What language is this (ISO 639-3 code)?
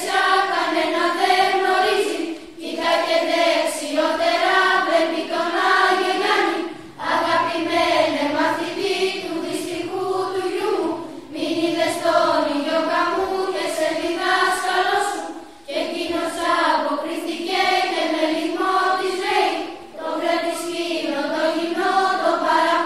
ell